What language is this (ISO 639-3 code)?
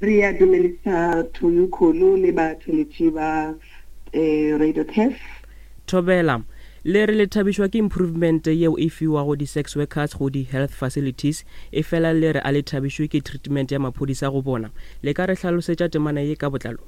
nso